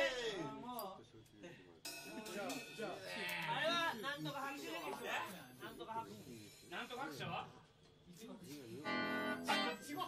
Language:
Japanese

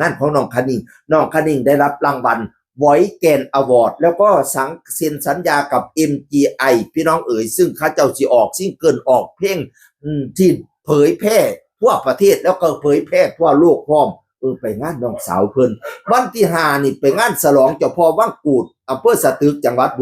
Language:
Northeastern Thai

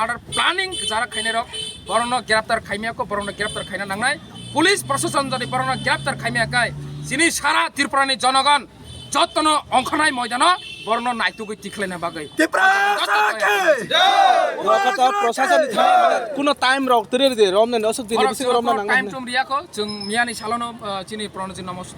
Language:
Kok Borok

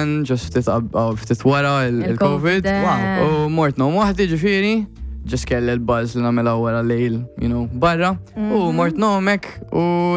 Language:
Maltese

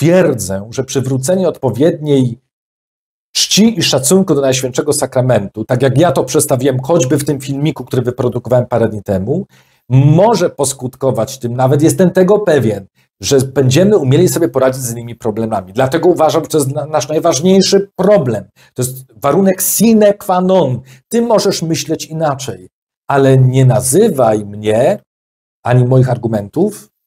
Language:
Polish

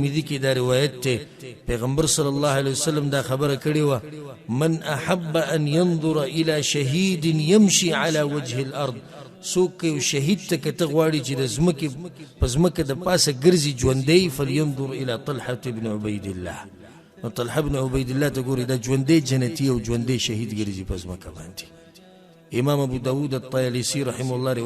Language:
Pashto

